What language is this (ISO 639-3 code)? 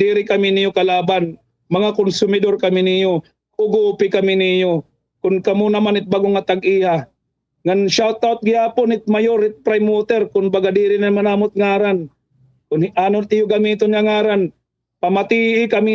war